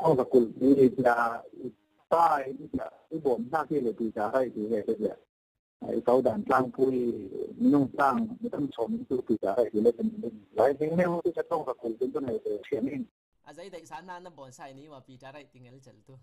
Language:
Falam Chin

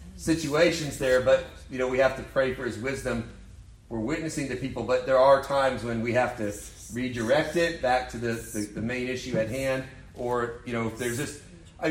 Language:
English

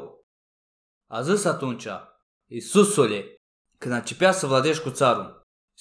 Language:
Macedonian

